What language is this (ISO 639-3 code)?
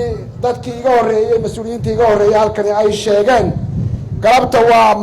som